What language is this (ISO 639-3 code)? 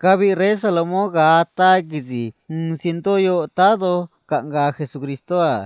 trc